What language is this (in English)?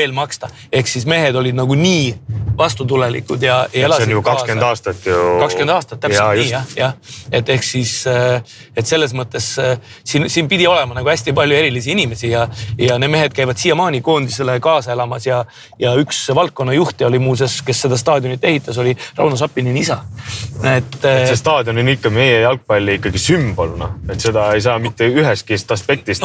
Estonian